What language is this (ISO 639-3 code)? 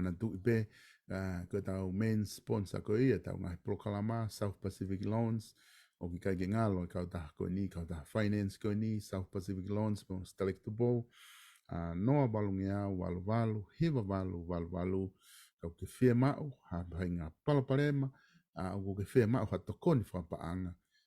ton